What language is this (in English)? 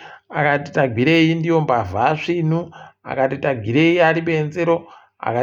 Ndau